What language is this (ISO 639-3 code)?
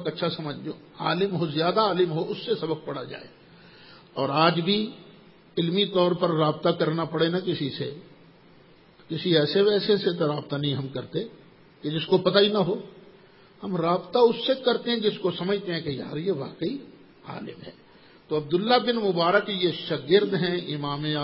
urd